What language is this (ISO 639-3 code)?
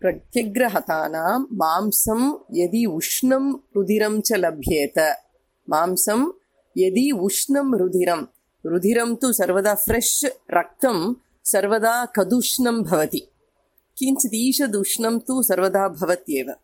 san